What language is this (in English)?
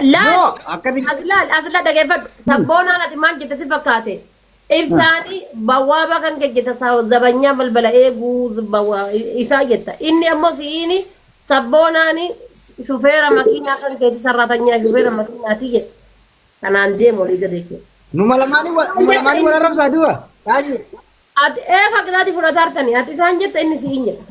Oromo